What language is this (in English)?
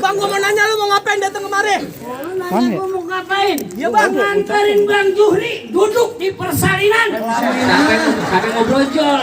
Betawi